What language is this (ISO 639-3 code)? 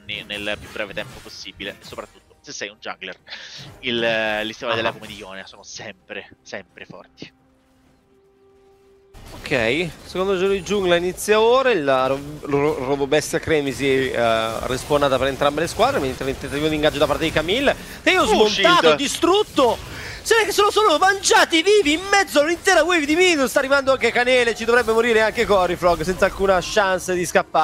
ita